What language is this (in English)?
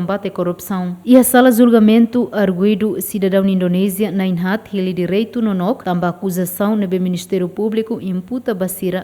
Tetum